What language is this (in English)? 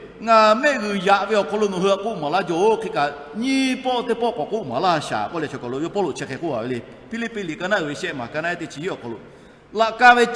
Lahu